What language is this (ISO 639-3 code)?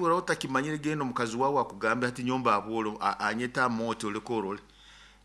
nyo